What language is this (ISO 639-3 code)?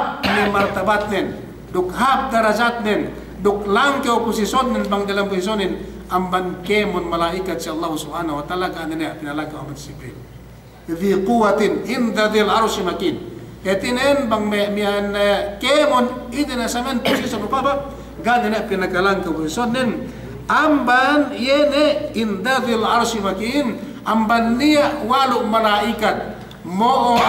yka